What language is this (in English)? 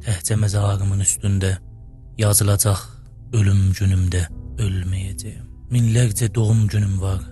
South Azerbaijani